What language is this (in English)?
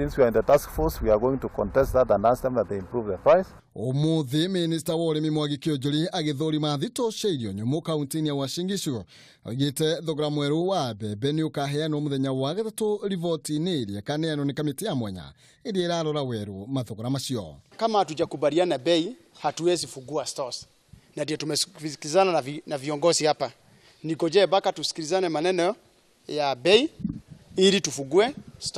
Kikuyu